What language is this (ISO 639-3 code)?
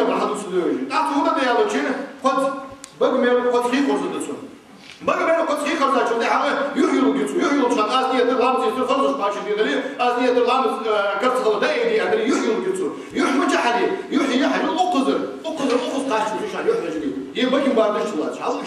inh